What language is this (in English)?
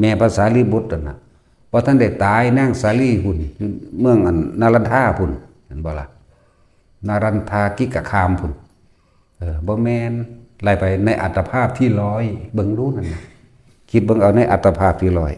Lao